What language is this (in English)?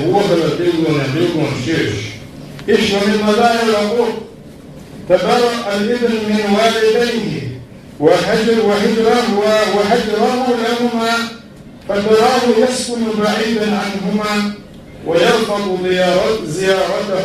Chechen